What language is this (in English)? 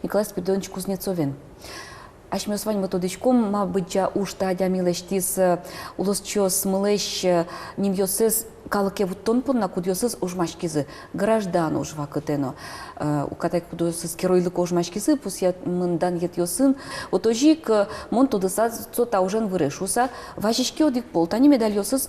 Udmurt